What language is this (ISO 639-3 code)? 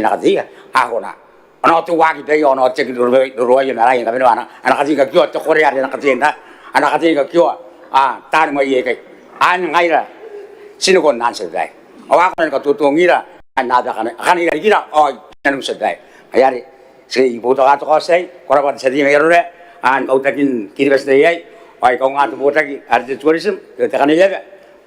gil